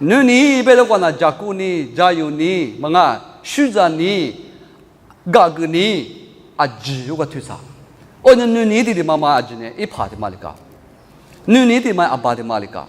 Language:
Lisu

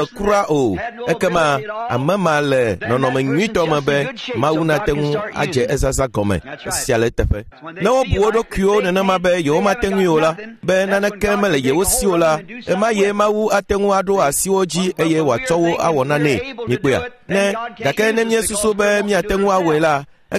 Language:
Ewe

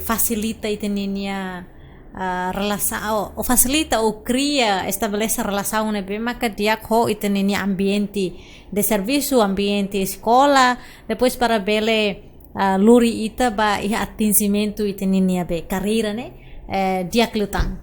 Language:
Tetum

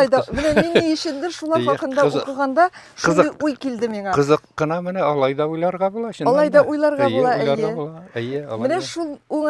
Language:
Tatar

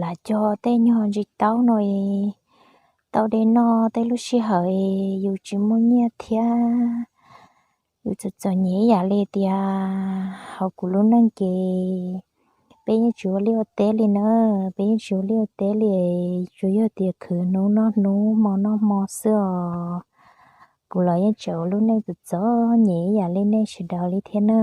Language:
Hmong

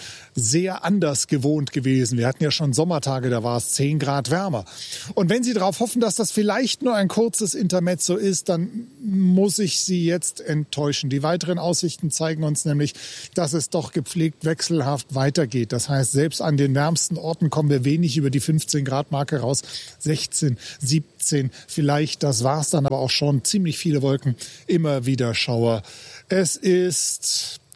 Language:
German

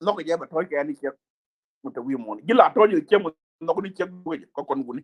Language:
Nuer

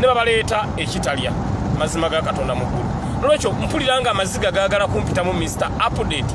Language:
Ganda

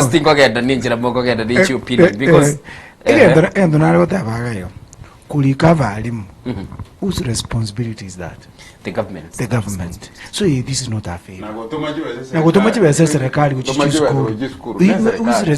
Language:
Gusii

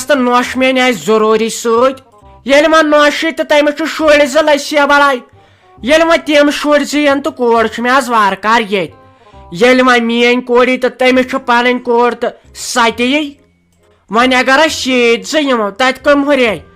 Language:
Kashmiri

